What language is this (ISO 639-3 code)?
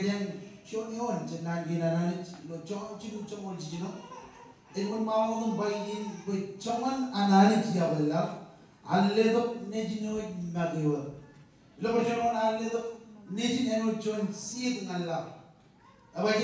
mah